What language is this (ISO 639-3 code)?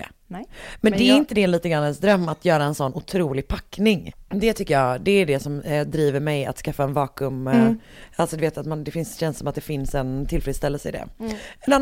swe